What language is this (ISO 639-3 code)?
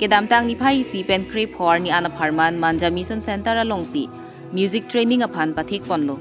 mjw